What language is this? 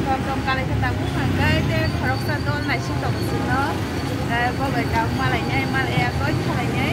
Kok Borok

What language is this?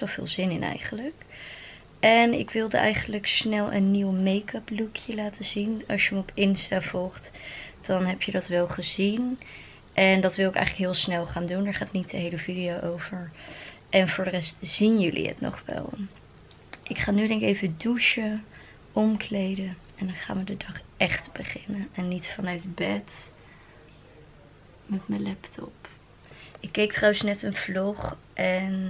Dutch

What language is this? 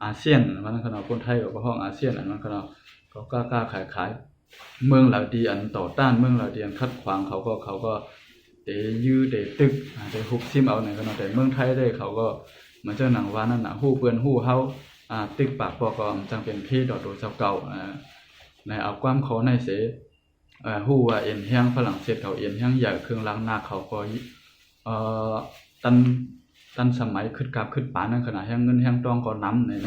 Shan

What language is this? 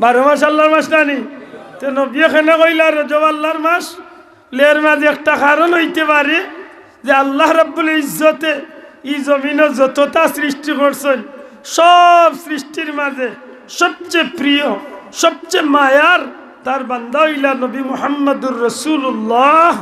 Sylheti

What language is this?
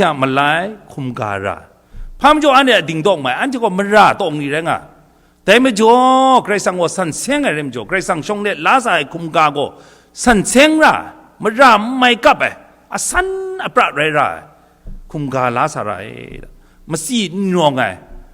Kachin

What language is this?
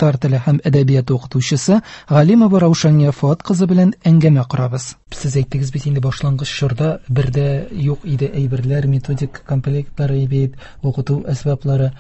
Tatar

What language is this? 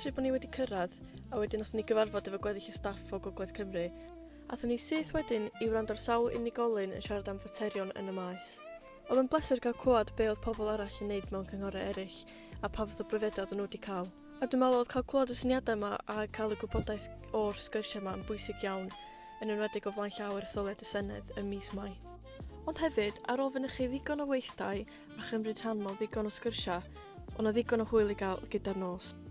Welsh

